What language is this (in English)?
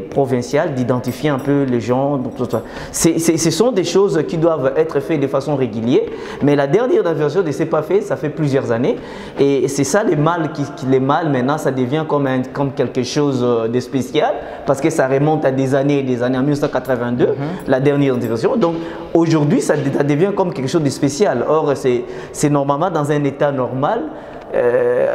French